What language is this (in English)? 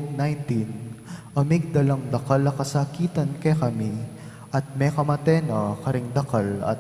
Pampanga